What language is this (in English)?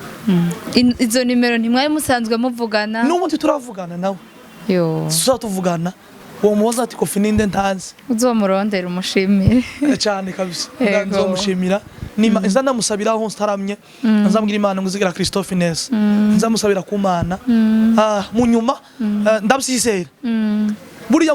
Rundi